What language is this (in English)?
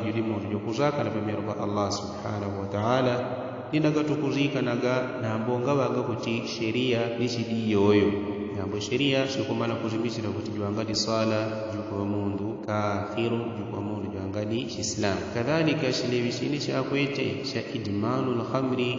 Yao